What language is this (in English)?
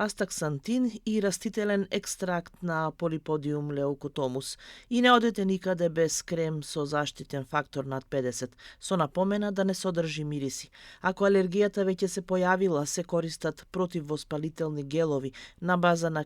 Macedonian